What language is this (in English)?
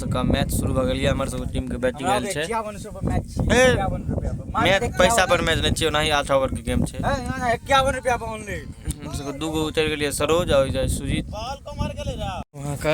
Maithili